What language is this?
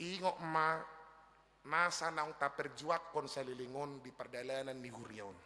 Batak Toba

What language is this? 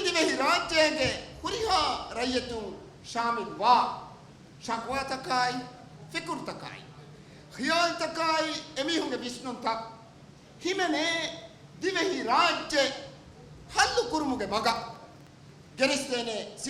Divehi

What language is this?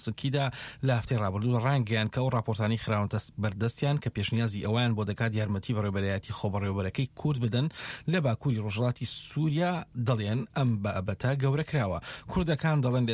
Central Kurdish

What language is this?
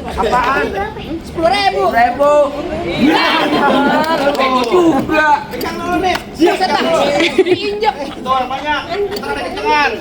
Betawi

